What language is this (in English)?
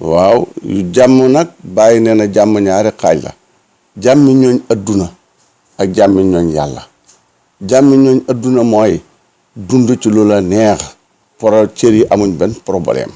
Wolof